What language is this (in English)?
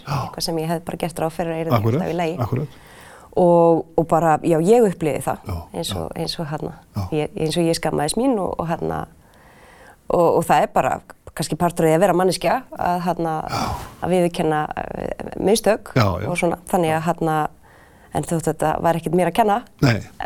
Icelandic